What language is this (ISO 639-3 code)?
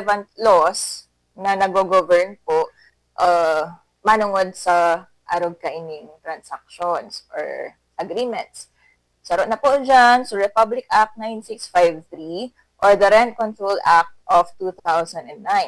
bik